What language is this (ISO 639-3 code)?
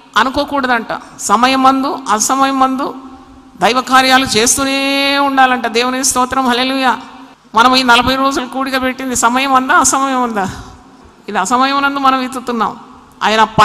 tel